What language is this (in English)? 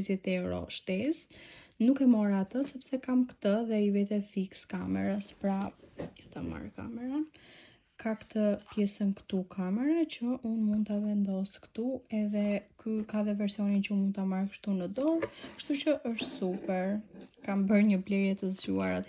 Albanian